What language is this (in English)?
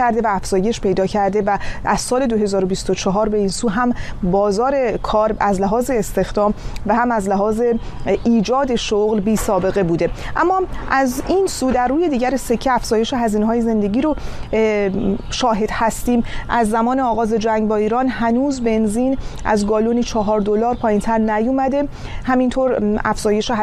Persian